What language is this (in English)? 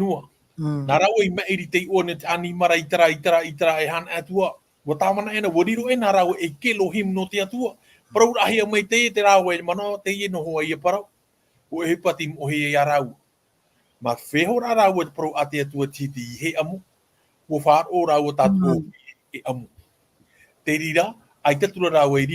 Tahitian